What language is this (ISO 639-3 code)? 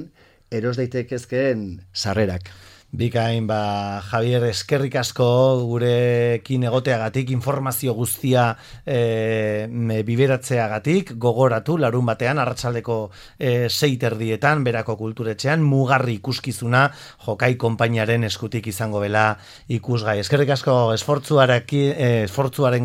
eus